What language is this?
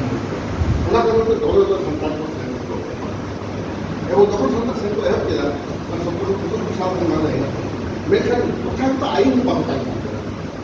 Santali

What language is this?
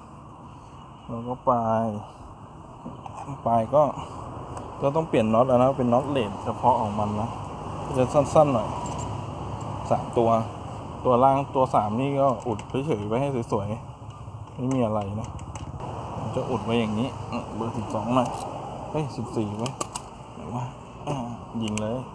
Thai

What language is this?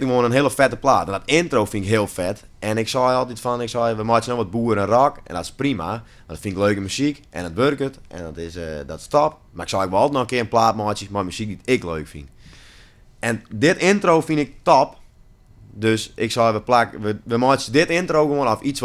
Western Frisian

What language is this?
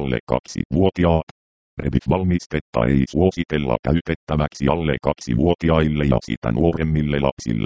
Finnish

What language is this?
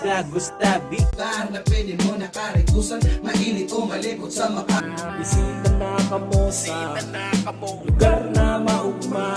Bikol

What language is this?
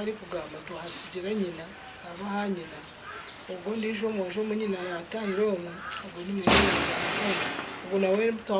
Nyankole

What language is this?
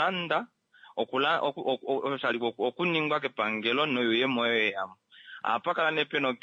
Kuanyama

